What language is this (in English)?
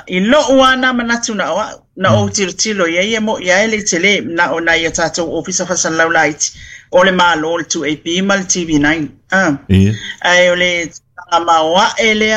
Samoan